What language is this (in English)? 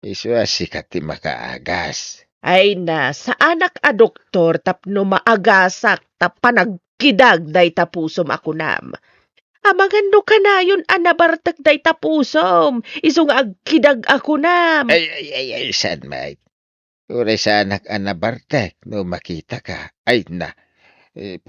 Iloko